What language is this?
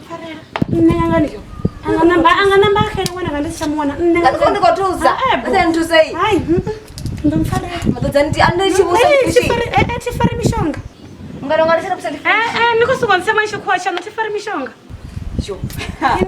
Venda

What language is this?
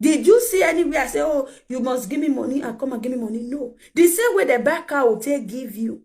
Nigerian Pidgin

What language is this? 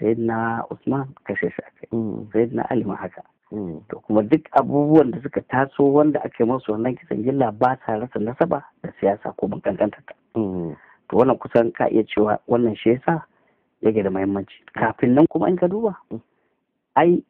Hausa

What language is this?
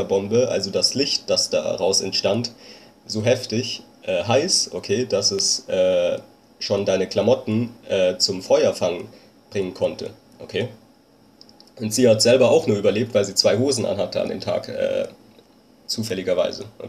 German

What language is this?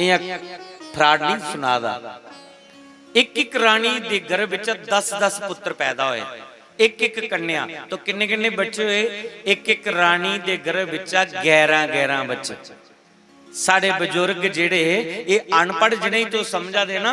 Dogri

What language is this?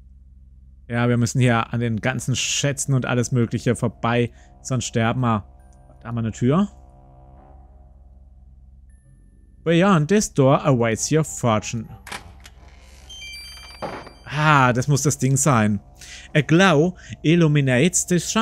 German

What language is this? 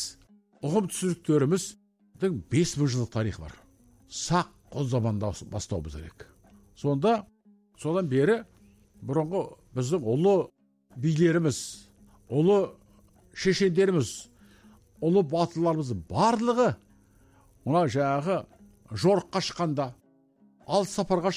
Kazakh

